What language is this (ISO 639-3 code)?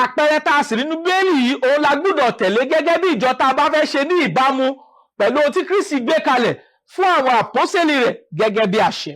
yor